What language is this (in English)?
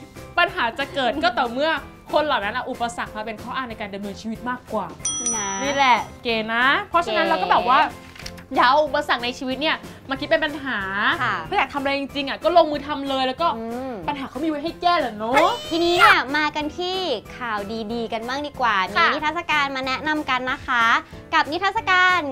Thai